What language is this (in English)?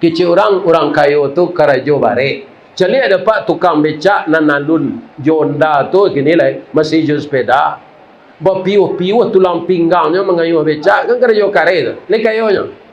Minangkabau